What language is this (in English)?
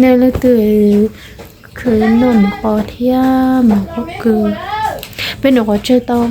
Hmong